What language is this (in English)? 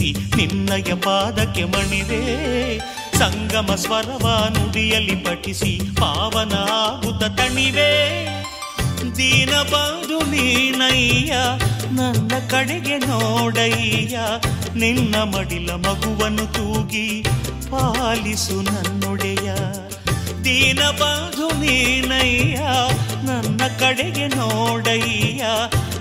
Kannada